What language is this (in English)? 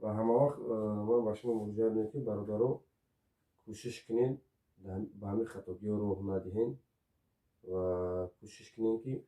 Tajik